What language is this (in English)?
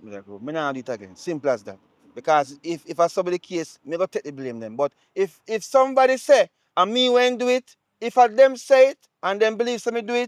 Jamaican Creole English